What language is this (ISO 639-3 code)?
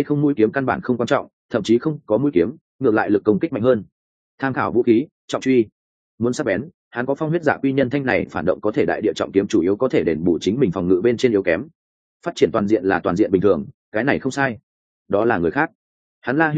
vie